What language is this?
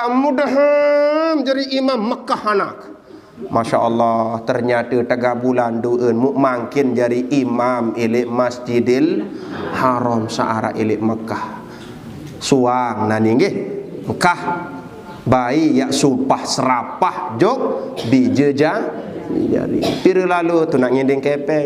Sasak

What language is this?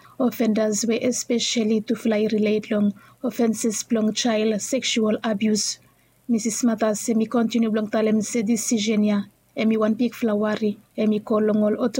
Bislama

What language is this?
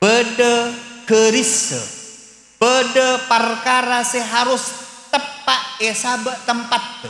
Madurese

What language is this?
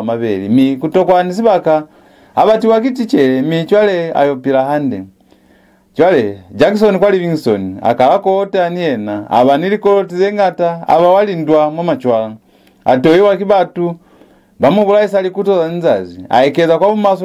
Lozi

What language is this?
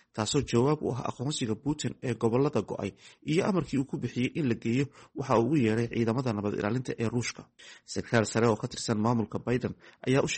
Somali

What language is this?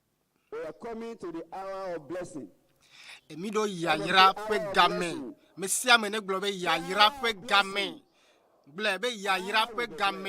Ewe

